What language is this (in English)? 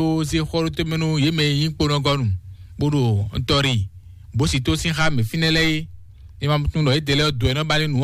Fon